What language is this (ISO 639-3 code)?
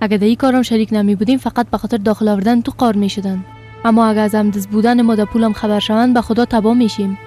fas